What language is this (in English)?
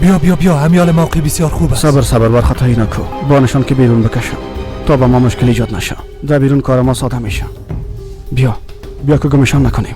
Persian